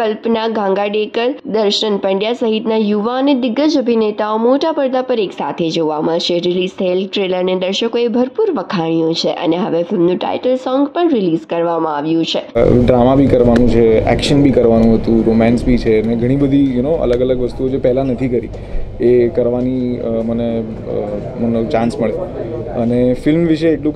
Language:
Gujarati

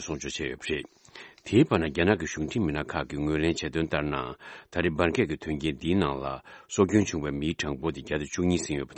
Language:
Tibetan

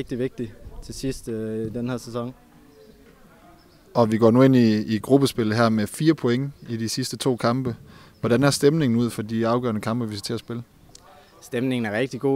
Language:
Danish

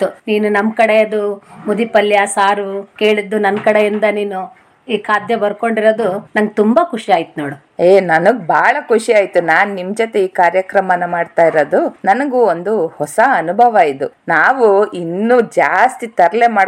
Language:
Kannada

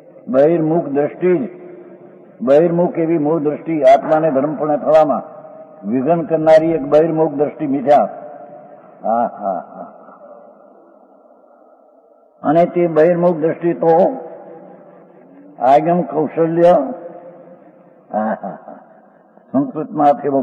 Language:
Gujarati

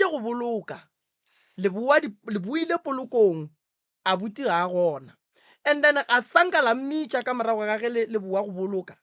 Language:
Northern Sotho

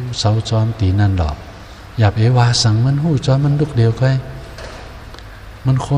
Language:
Shan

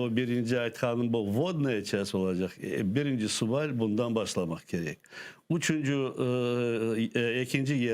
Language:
Crimean Tatar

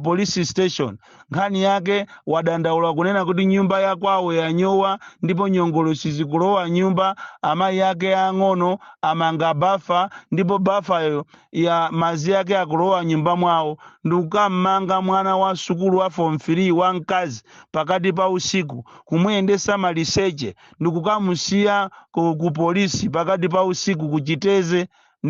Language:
Nyanja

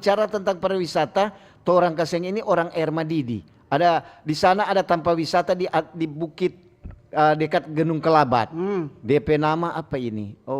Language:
Manado Malay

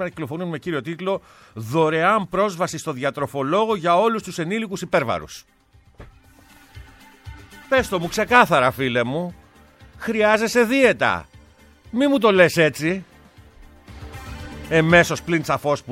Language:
Greek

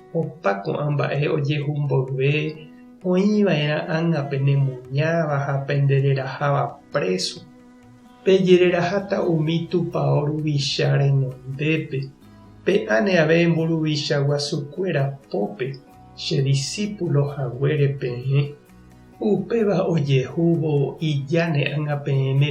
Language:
Guarani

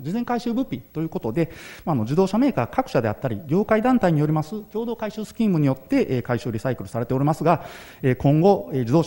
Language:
Japanese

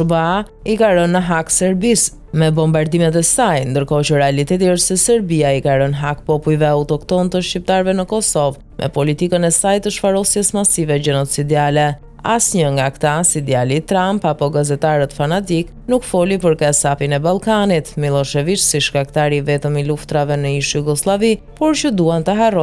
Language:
Albanian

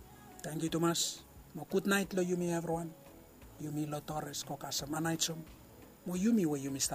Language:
Bislama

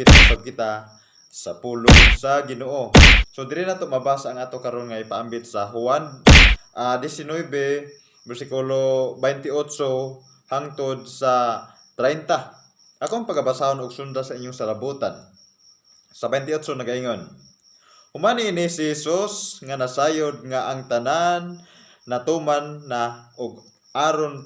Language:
Cebuano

